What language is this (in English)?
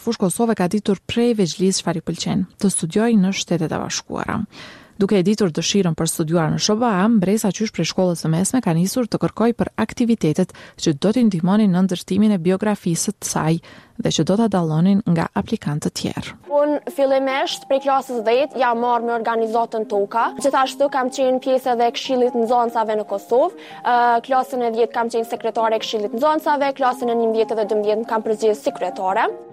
Albanian